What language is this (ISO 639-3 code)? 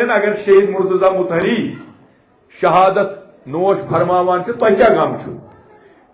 kas